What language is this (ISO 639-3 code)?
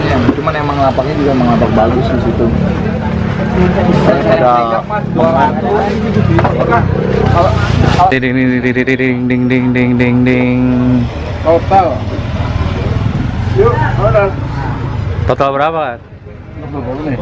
ind